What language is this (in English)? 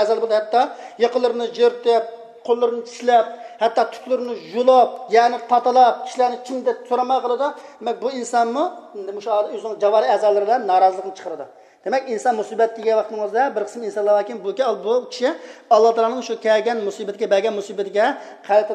Uyghur